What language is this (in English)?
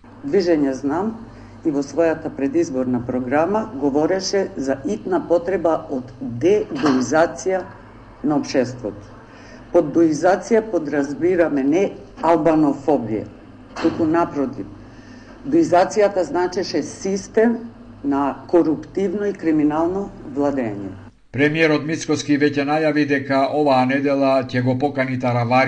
Macedonian